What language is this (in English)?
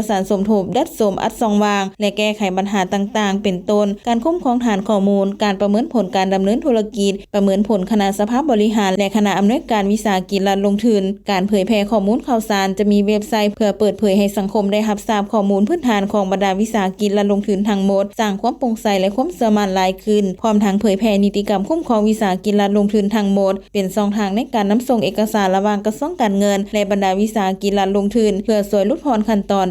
Lao